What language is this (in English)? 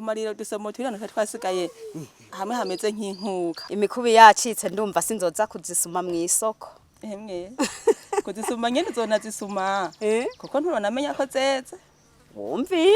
Rundi